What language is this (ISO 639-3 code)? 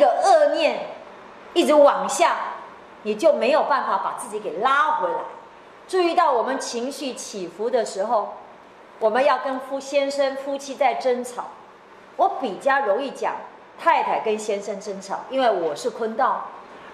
zho